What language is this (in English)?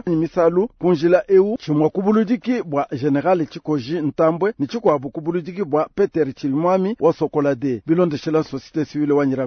Luba-Lulua